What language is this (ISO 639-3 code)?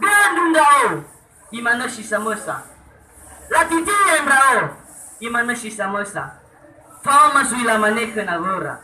nia